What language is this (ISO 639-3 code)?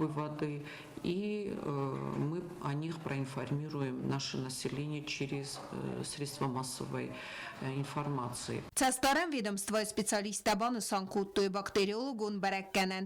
oss